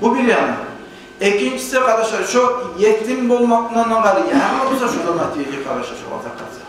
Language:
Kumyk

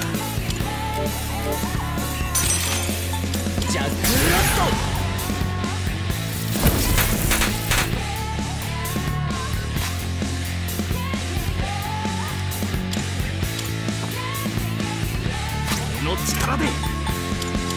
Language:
Japanese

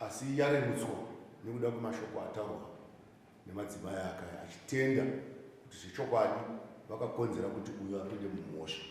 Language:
Shona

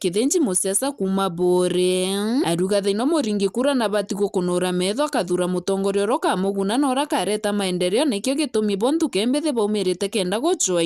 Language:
Meru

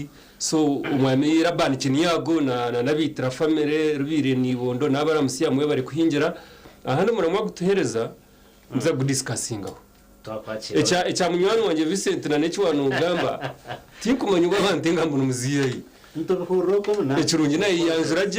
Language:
Nyankole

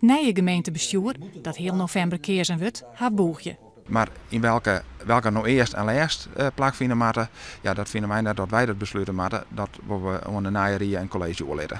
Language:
Western Frisian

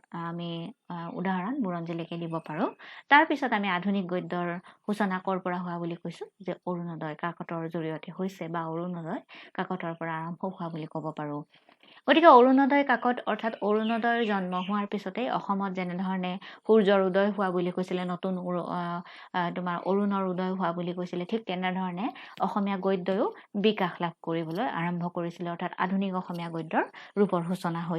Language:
Assamese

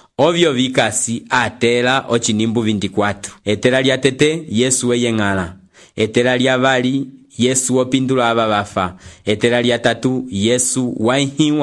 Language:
Umbundu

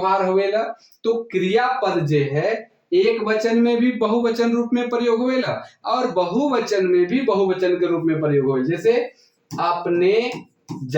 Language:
Sadri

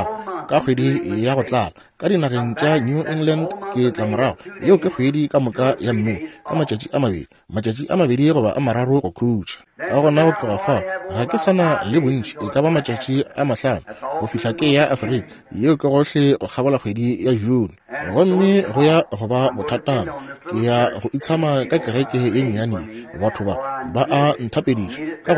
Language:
Northern Sotho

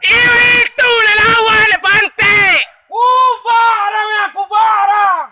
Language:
Minangkabau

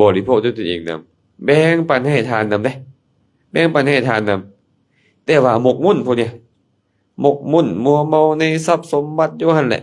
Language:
Lao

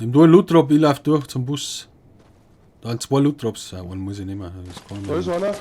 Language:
Bavarian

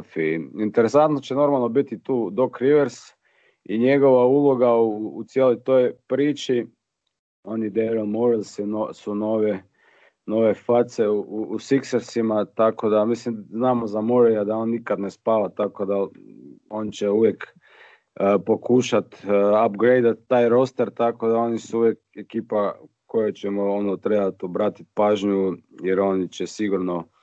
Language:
Croatian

